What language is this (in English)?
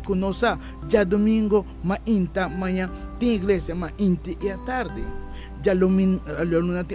Papiamento